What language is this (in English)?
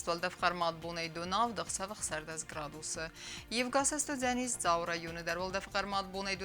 Ossetic